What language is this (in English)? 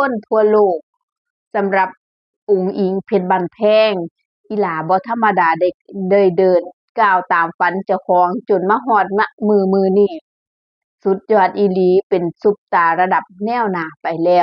Northeastern Thai